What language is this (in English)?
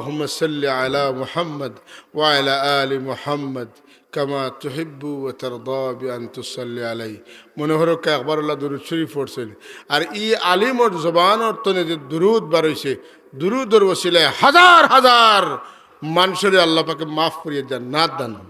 Sylheti